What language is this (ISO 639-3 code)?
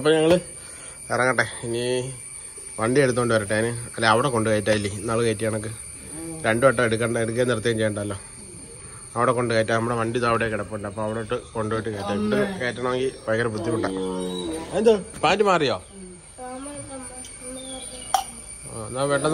mal